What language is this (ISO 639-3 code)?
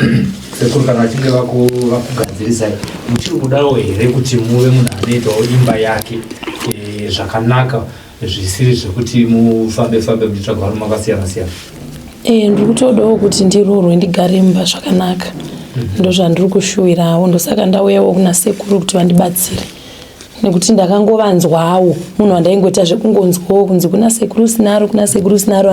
sna